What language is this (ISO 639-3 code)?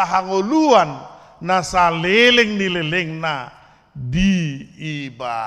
bbc